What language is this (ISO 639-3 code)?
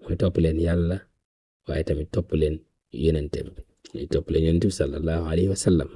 wol